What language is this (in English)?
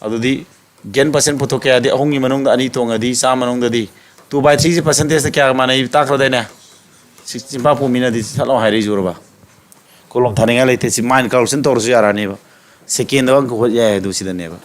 Manipuri